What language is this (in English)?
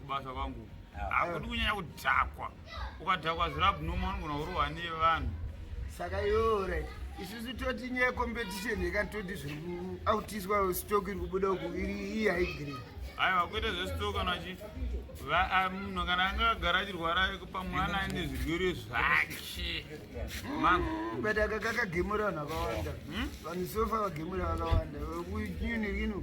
Shona